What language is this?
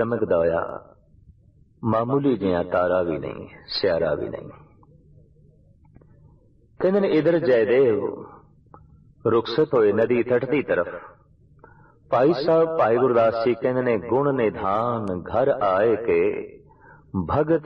Punjabi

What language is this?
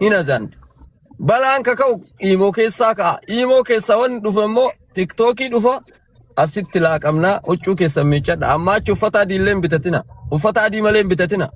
Oromo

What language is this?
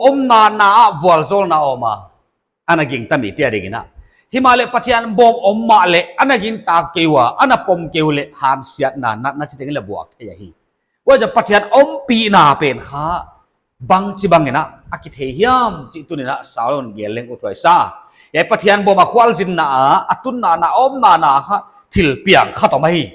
Paite Chin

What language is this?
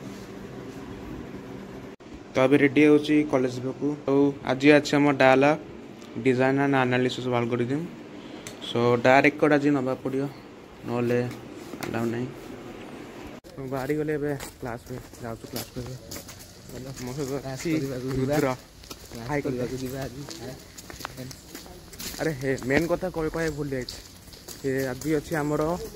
Odia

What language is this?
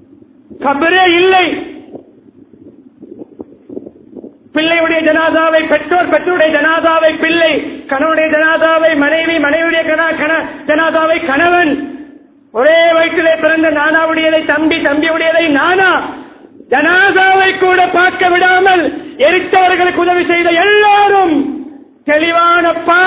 Tamil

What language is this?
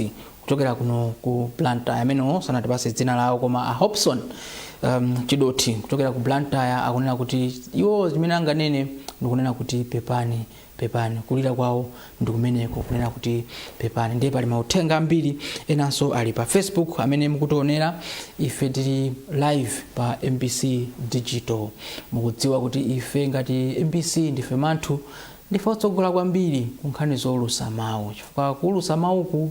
Nyanja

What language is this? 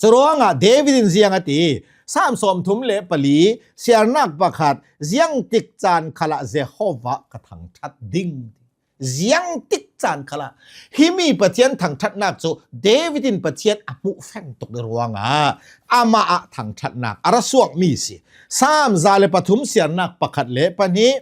Hakha Chin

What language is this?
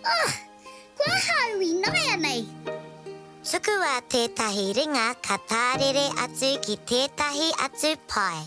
Māori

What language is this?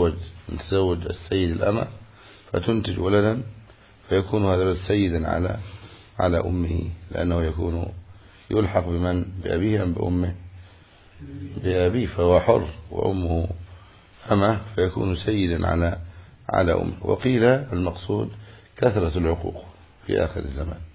Arabic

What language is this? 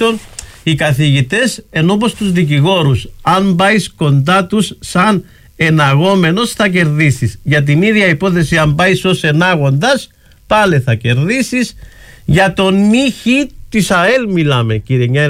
Greek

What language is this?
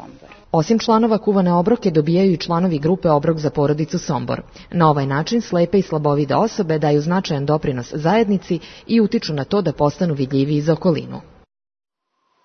Serbian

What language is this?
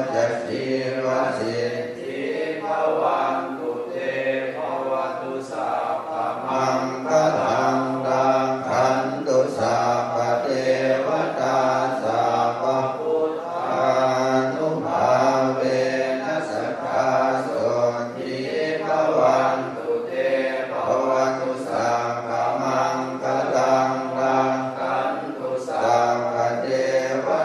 Pali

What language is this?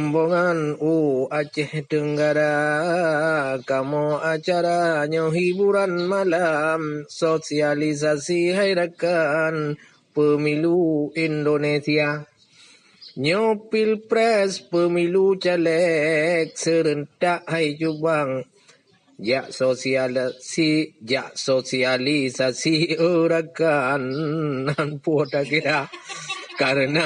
Achinese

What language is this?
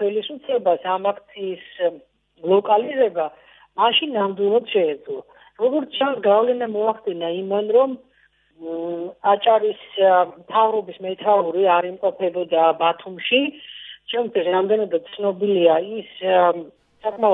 Georgian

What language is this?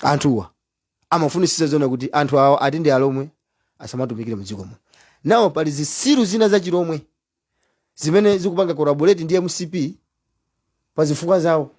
Nyanja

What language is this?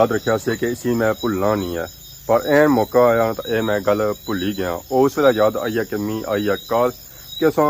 Pahari-Potwari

